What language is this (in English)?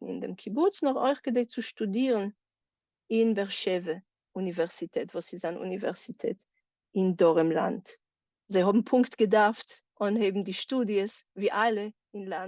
Yiddish